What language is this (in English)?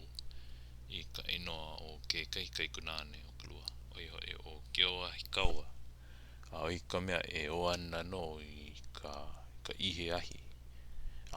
Hawaiian